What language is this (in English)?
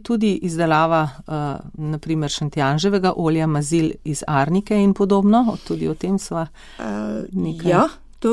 Slovenian